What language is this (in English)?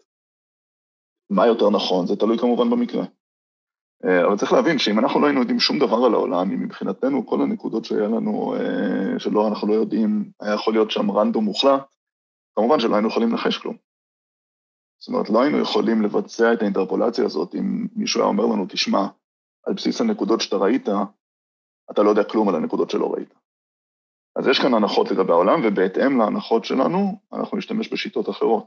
Hebrew